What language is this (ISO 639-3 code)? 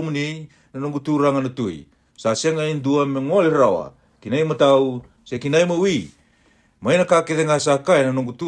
fij